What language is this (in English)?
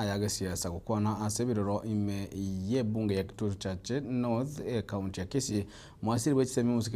Gusii